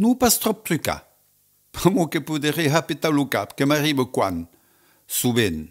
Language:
Occitan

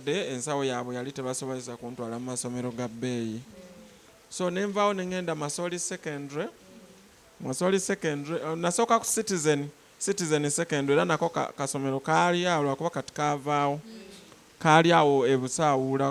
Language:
Ganda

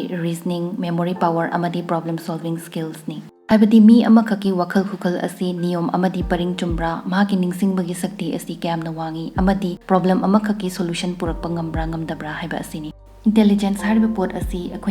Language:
Manipuri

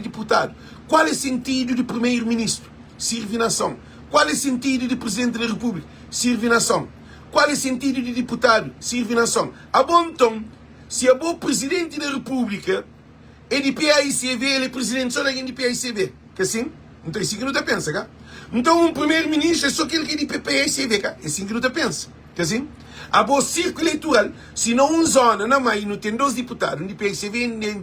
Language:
Kabuverdianu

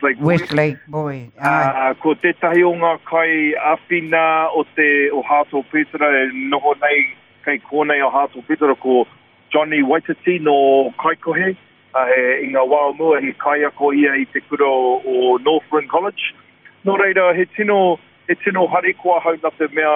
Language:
Māori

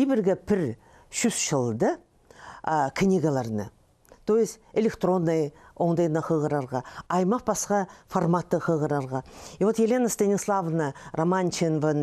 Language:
Khakas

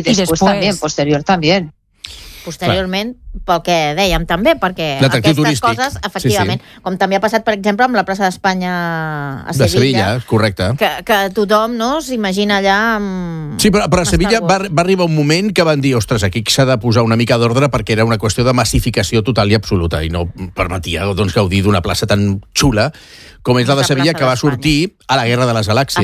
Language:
Catalan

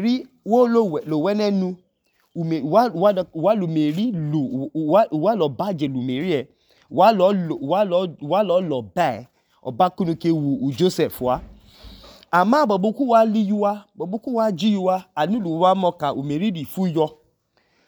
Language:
Idoma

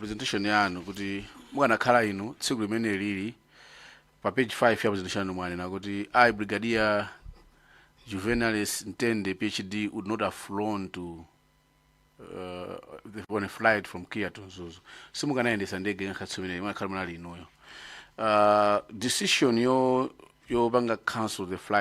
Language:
Nyanja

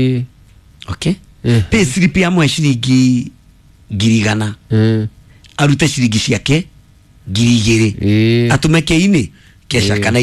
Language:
Kikuyu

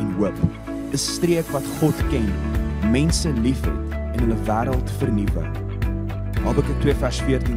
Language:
Afrikaans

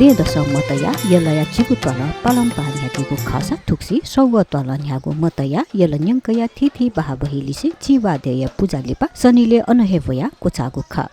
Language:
Newari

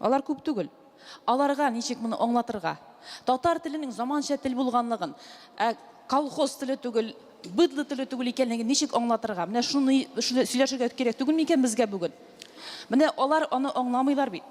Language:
Tatar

